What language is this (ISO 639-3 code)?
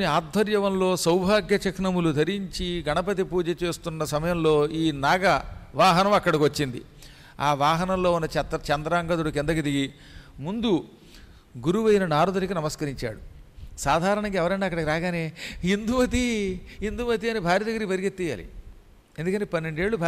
tel